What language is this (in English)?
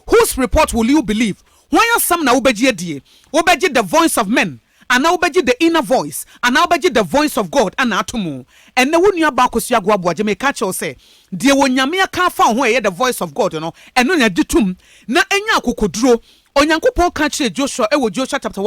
Akan